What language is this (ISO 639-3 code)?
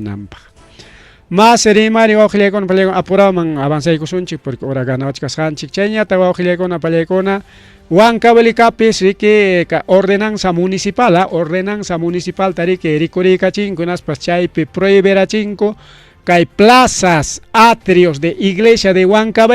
quy